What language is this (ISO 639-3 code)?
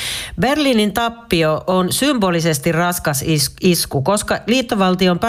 fin